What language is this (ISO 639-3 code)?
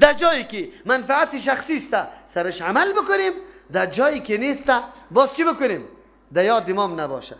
fas